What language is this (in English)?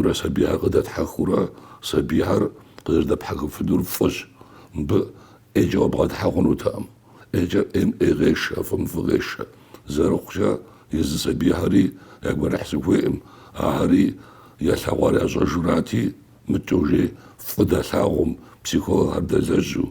Kabardian